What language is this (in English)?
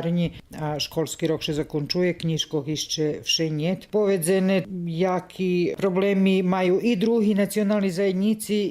Rusyn